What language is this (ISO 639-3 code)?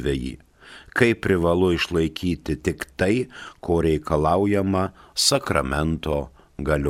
lit